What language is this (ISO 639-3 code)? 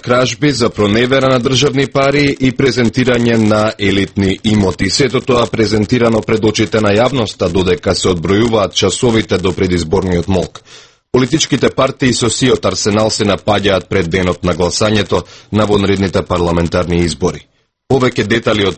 mkd